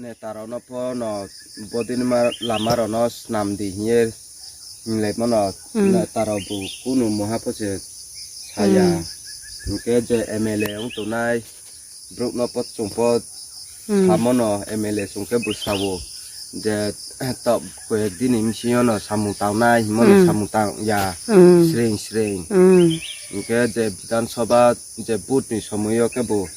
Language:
Riang (India)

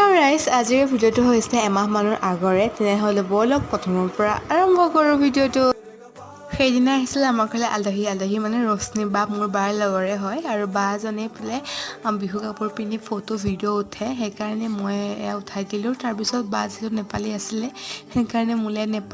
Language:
Assamese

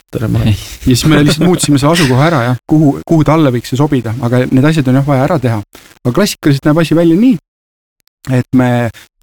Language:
Estonian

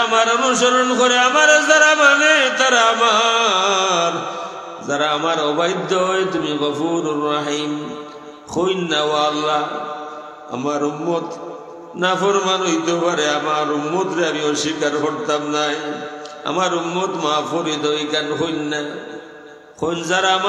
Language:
Sylheti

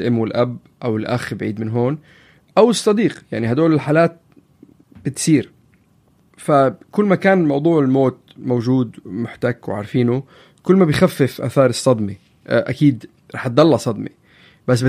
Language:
North Levantine Arabic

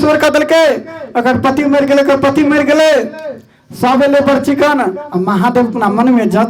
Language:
Maithili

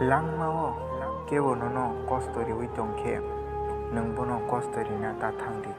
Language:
Kok Borok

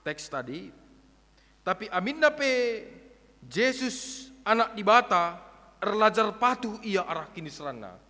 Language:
Batak Karo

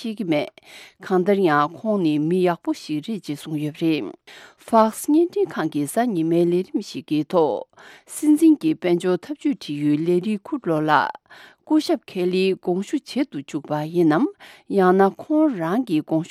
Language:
Tibetan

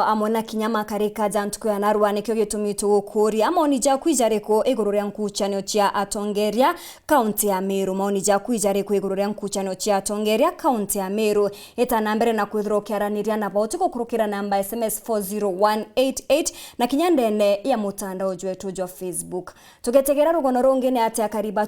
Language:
Meru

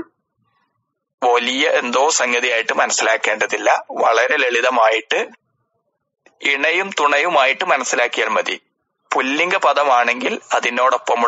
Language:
Malayalam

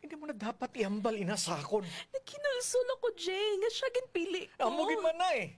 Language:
Hiligaynon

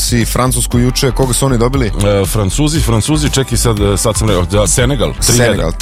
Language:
Serbian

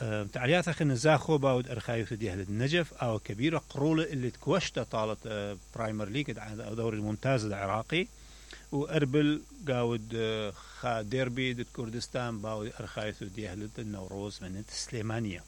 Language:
Mesopotamian Arabic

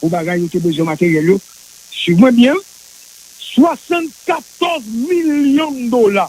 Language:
Haitian Creole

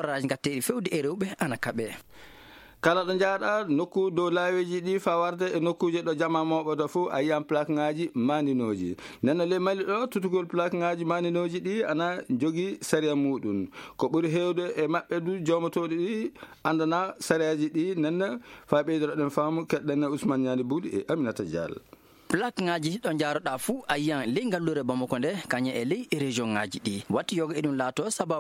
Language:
Fula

